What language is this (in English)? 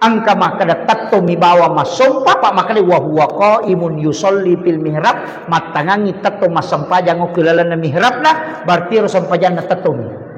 Buginese